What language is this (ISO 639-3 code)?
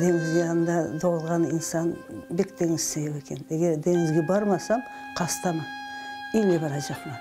crh